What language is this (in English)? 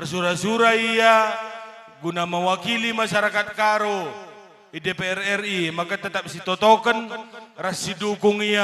Batak Karo